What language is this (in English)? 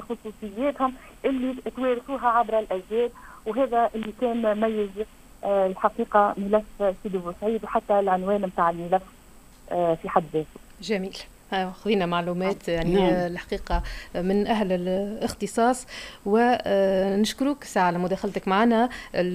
Tunisian Arabic